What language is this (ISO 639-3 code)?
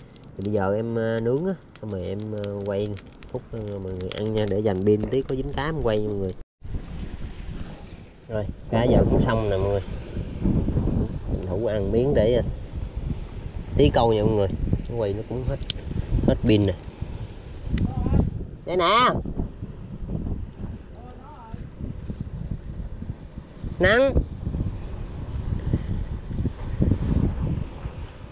vie